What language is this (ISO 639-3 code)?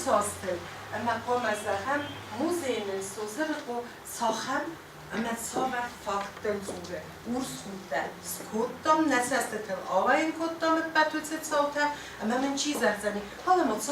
oss